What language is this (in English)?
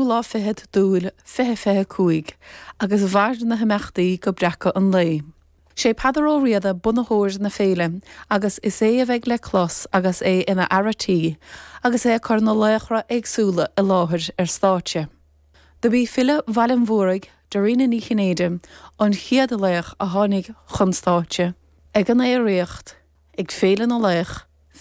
Irish